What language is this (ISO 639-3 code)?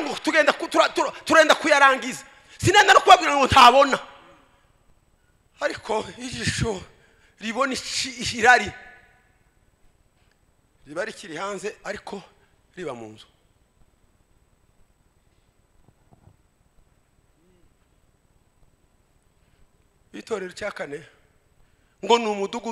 kin